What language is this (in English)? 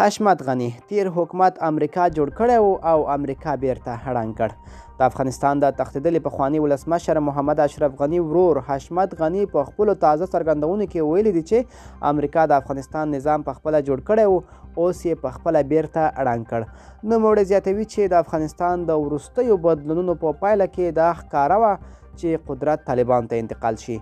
Pashto